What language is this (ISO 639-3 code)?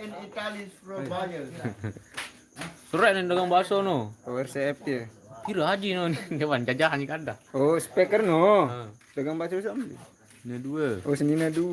sas